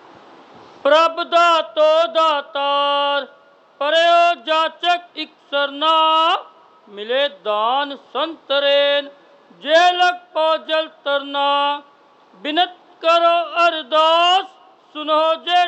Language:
Punjabi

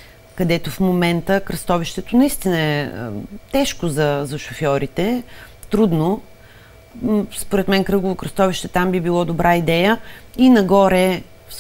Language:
Bulgarian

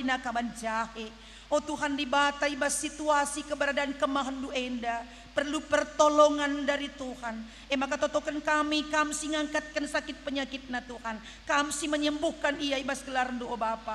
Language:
Batak Karo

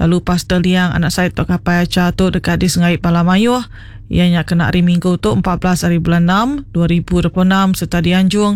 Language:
Iban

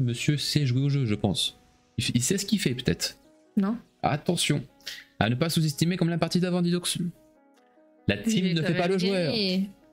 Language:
French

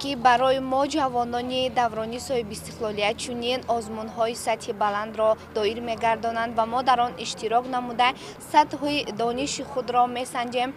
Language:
Tajik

